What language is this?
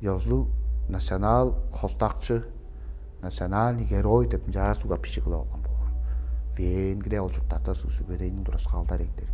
Tuvinian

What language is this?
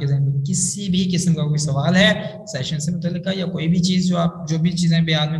Urdu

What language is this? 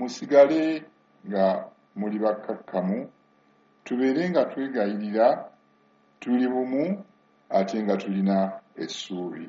Ganda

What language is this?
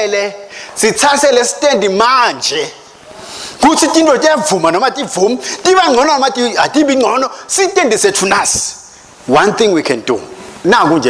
Swati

